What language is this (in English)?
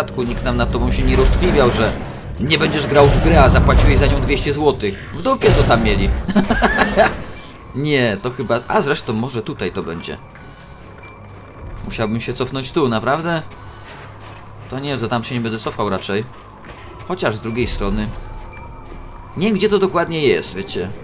Polish